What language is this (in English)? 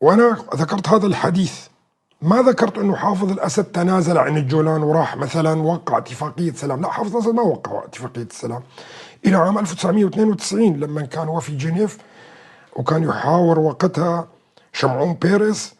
North Levantine Arabic